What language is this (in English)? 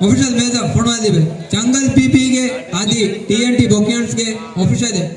Divehi